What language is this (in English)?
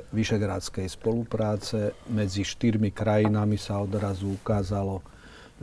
Slovak